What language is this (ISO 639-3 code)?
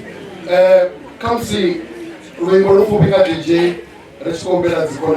ven